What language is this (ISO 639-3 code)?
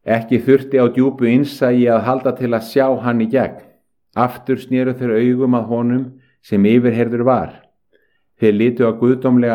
isl